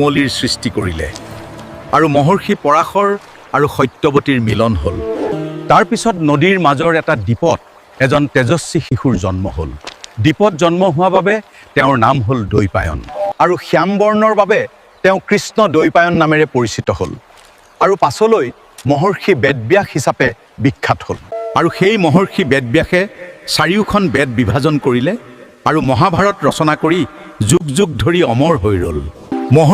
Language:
Assamese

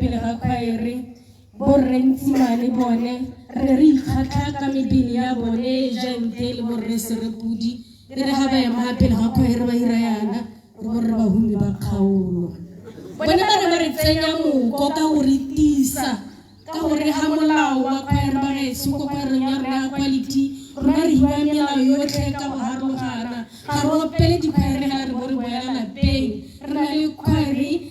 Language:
Tswana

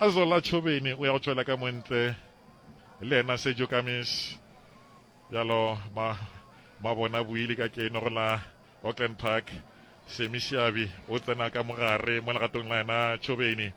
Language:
Northern Sotho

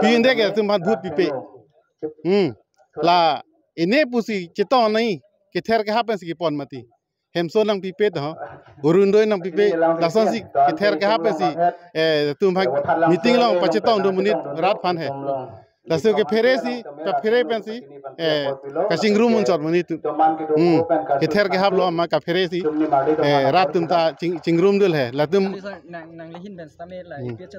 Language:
Karbi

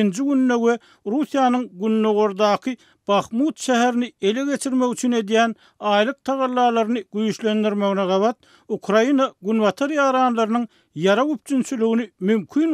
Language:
Turkmen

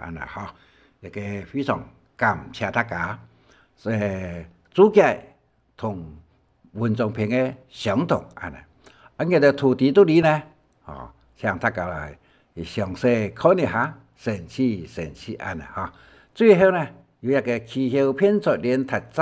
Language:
Hakka Chinese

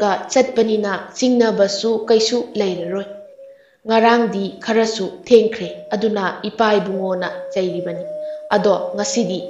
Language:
Manipuri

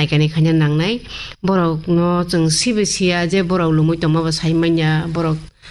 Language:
Kok Borok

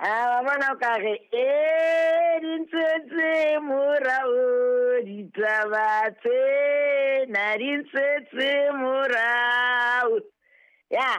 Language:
Southern Sotho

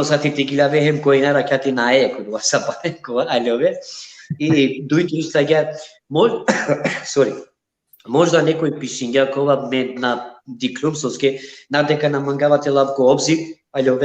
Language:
Balkan Romani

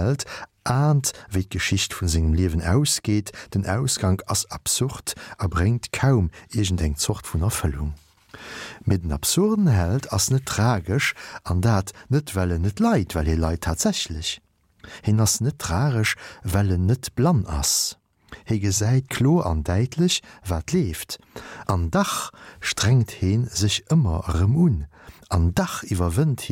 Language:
Luxembourgish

